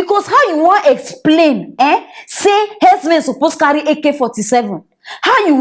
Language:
Nigerian Pidgin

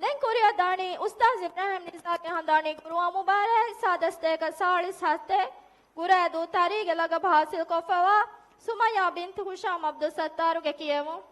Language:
Divehi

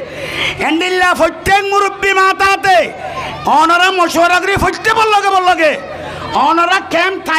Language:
Rohingya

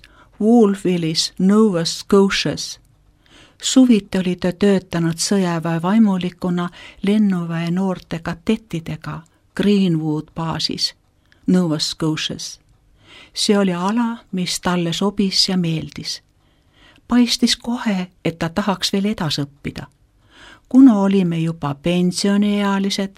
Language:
Estonian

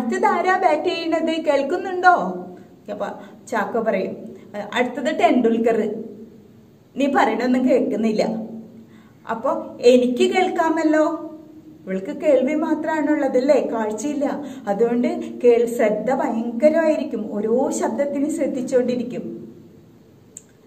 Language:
Malayalam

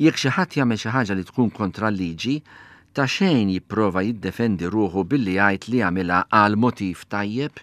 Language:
Maltese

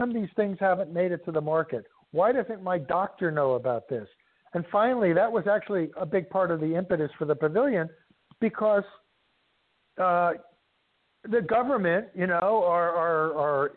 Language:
English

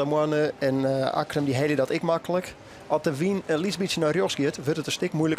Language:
Western Frisian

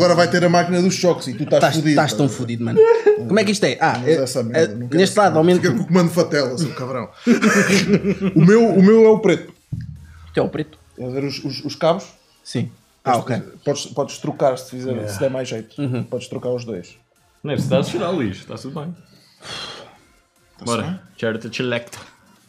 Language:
Portuguese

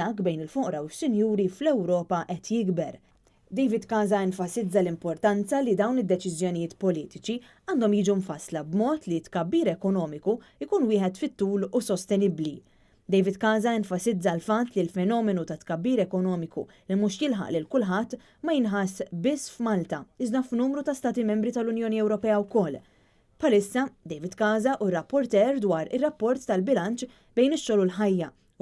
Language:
Maltese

